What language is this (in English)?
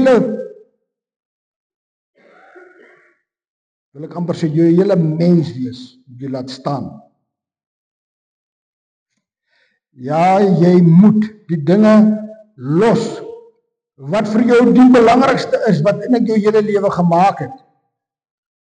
Afrikaans